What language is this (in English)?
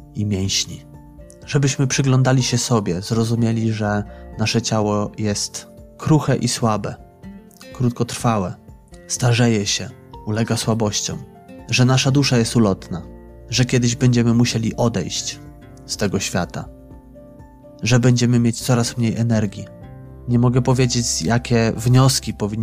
Polish